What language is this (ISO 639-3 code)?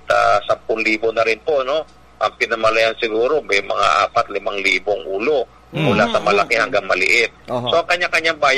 fil